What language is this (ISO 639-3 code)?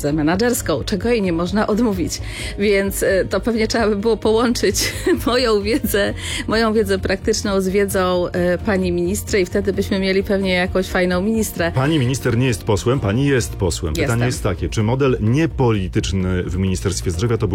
pol